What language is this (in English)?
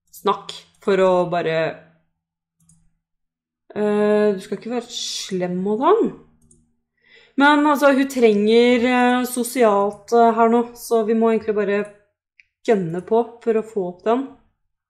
Norwegian